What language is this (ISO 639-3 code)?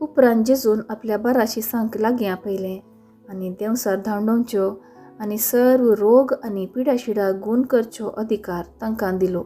kok